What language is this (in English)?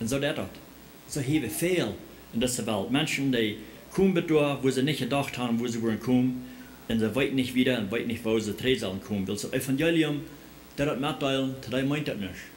Plautdietsch